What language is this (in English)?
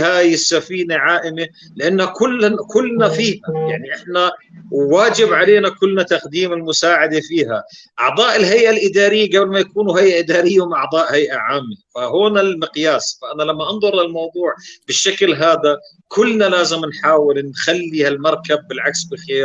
North Levantine Arabic